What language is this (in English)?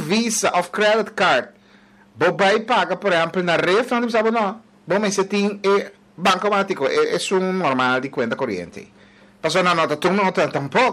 Papiamento